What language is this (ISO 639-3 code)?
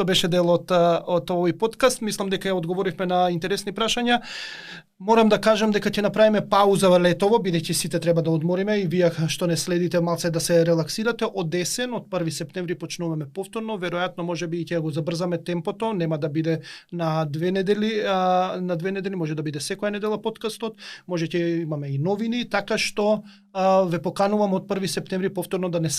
mkd